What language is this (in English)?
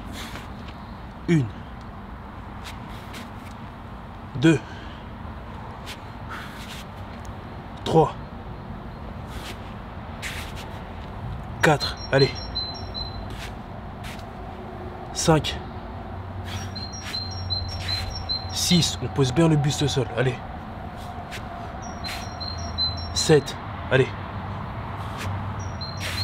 French